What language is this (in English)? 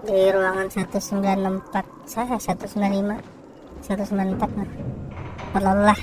Banjar